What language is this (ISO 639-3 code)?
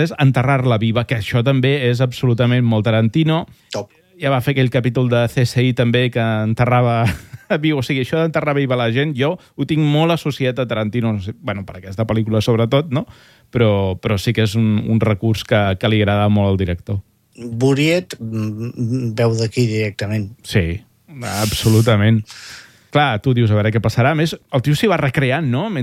cat